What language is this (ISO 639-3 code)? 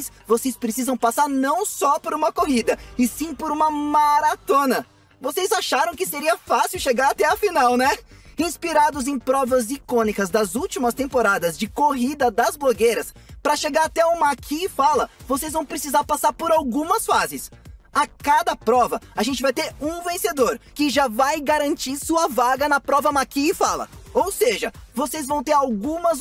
por